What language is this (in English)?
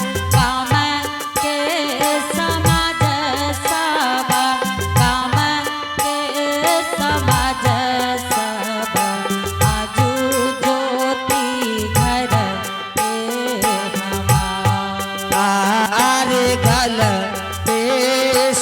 Angika